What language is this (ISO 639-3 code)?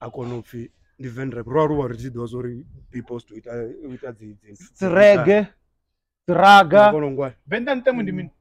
ven